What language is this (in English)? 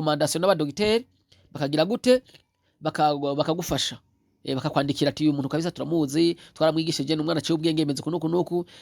Rundi